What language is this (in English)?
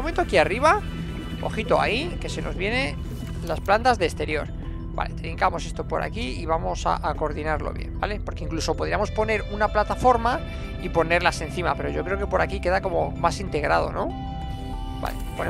Spanish